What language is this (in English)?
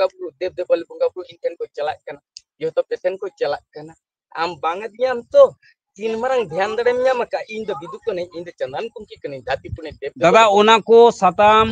Santali